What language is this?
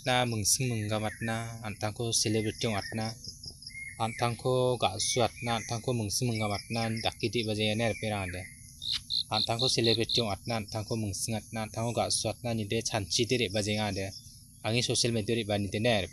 Garo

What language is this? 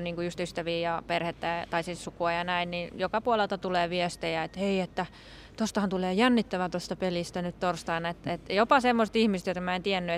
Finnish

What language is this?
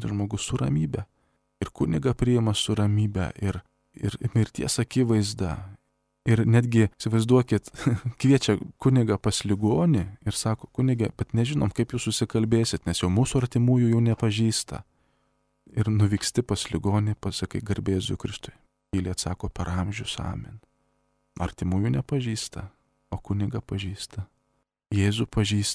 Lithuanian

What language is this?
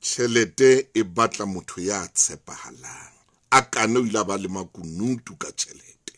Southern Sotho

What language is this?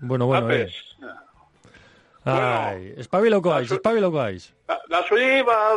Basque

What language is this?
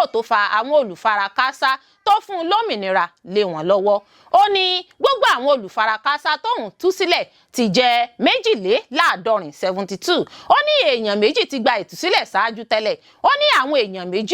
Yoruba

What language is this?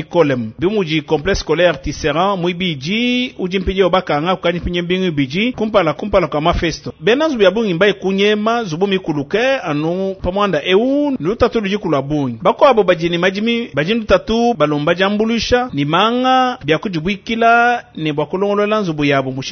Luba-Lulua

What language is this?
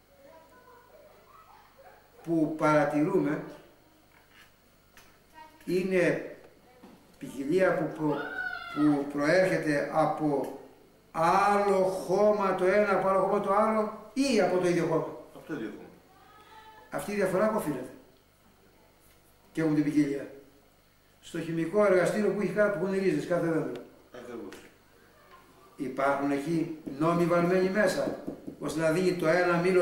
Greek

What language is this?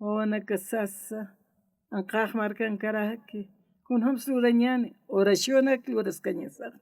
Aymara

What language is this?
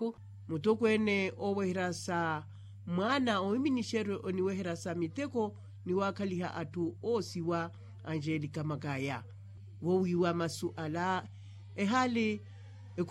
Makhuwa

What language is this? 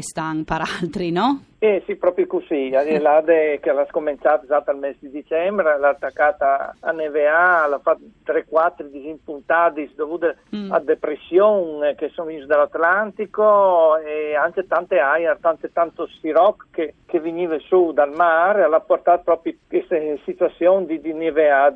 Friulian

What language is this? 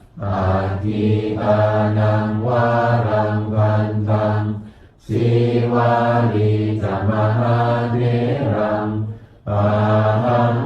Pali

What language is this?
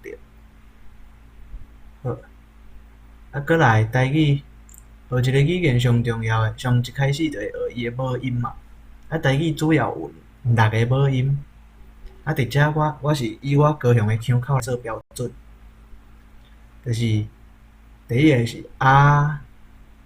Min Nan Chinese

